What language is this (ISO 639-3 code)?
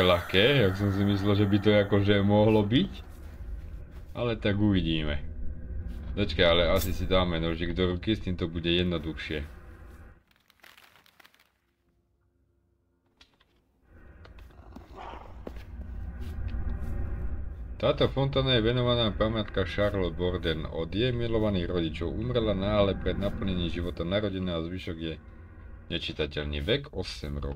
slk